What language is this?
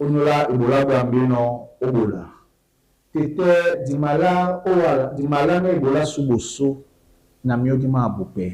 Duala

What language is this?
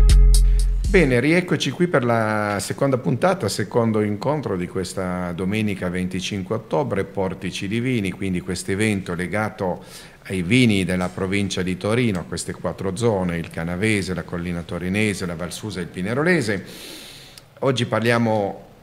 Italian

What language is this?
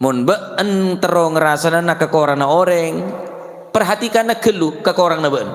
Madurese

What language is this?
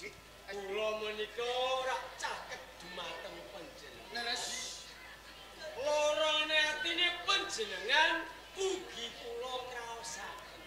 Javanese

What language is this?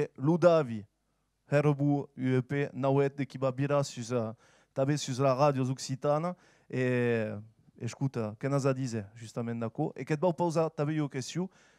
Occitan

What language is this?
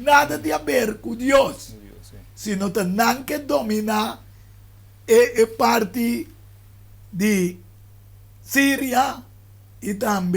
Papiamento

